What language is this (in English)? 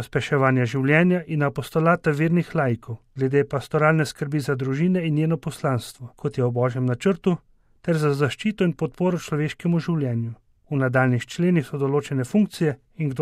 Slovenian